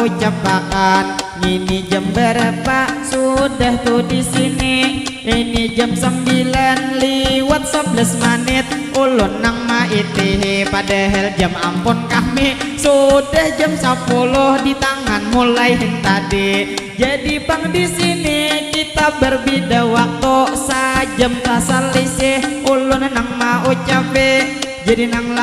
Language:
Banjar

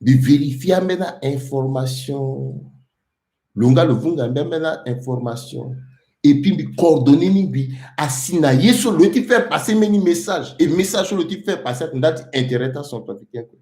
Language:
Sango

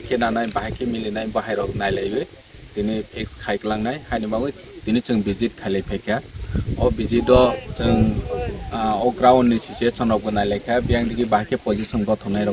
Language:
Kok Borok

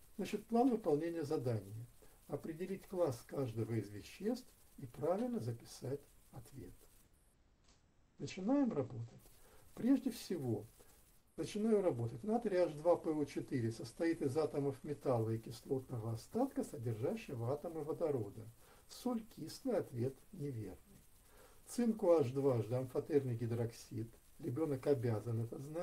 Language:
Russian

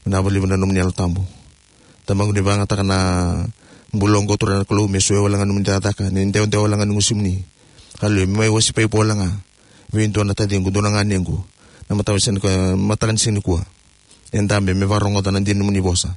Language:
Fijian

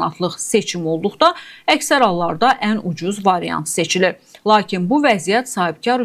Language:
Azerbaijani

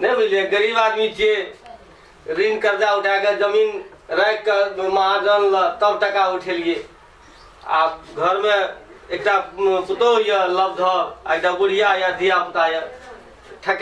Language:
Maithili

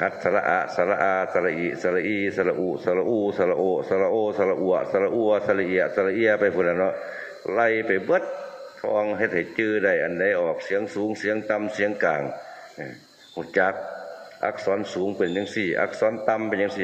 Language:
Northeastern Thai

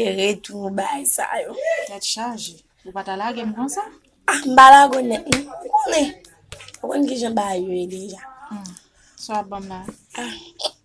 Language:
Haitian Creole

